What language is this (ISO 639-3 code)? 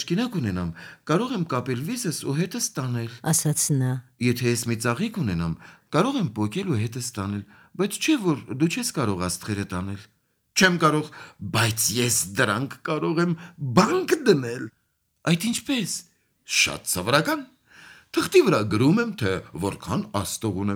hye